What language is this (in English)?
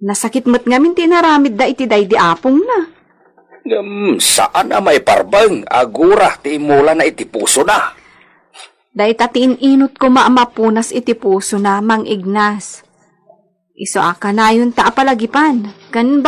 Iloko